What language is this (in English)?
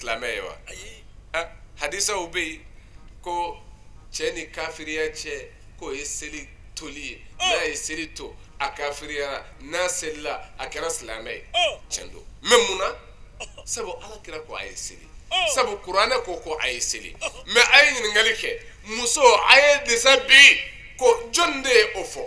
Bambara